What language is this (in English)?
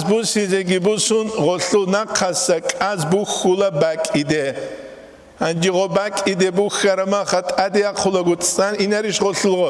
Avaric